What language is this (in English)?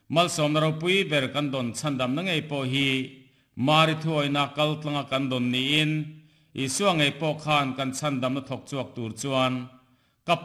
Mizo